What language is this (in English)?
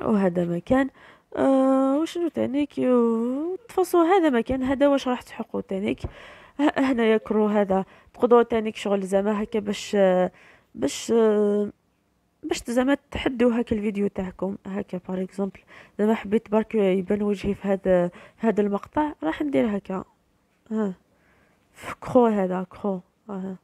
Algerian Arabic